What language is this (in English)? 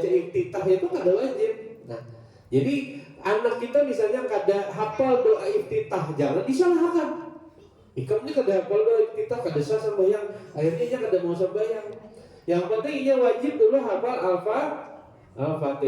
Banjar